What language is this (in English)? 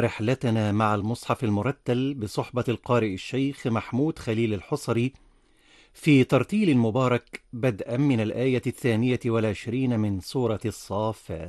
Arabic